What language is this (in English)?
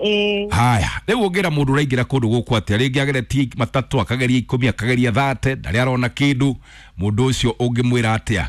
Kikuyu